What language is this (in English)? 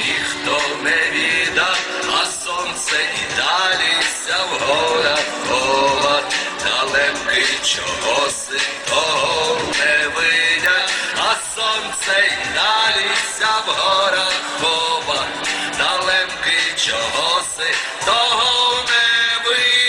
Rusyn